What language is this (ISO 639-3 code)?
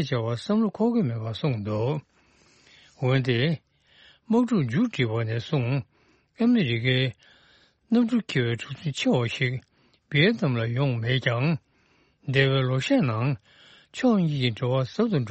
bod